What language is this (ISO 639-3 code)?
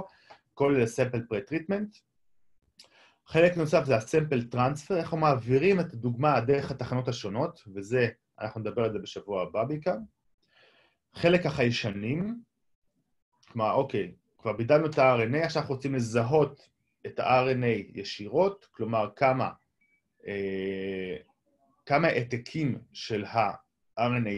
heb